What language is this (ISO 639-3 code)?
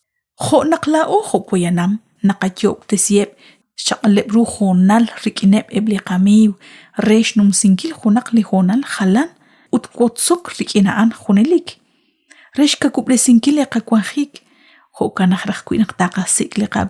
kek